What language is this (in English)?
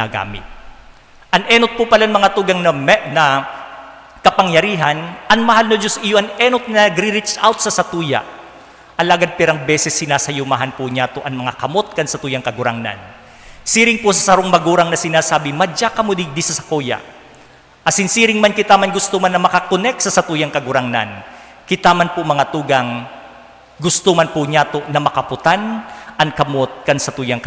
Bikol